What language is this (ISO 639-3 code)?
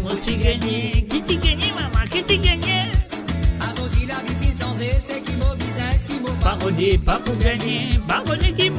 mfe